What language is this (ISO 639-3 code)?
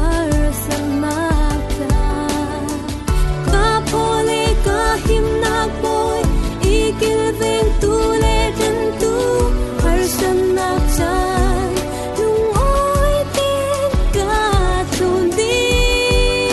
cfm